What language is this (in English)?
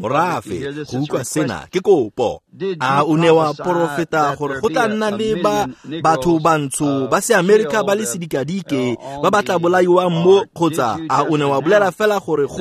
Tswana